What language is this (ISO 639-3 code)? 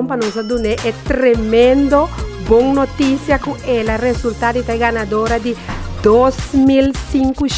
pap